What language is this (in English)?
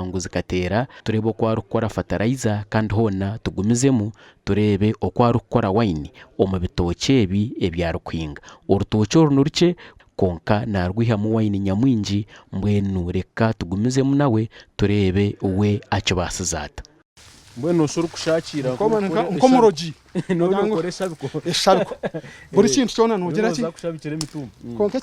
Nyankole